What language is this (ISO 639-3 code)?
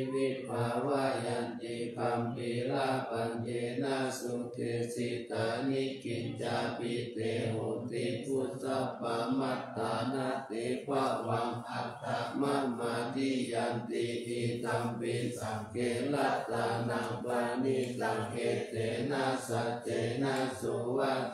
pli